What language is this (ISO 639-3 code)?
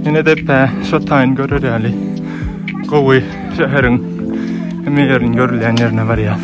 tuk